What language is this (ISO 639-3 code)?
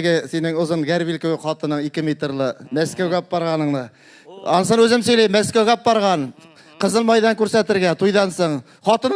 tat